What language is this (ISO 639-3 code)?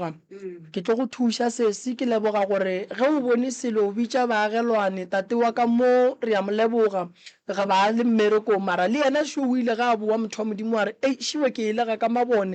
nso